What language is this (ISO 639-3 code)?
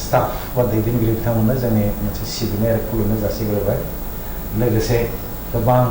brx